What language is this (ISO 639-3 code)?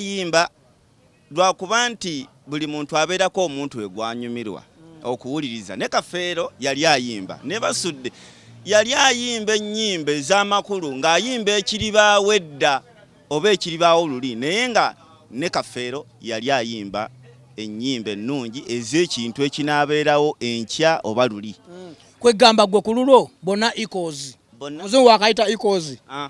lug